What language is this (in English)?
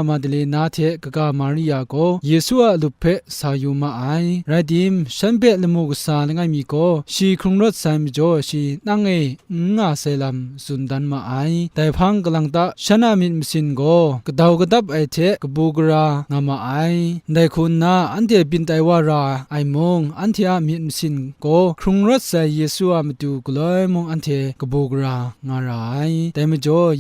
Kachin